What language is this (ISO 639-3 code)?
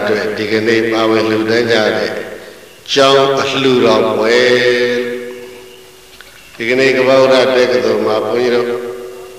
mya